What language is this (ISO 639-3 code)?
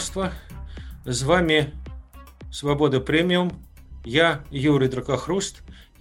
bel